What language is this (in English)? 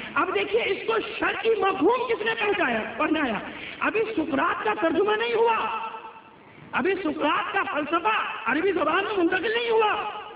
Urdu